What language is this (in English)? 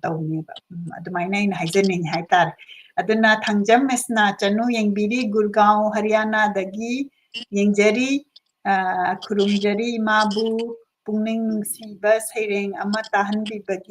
Manipuri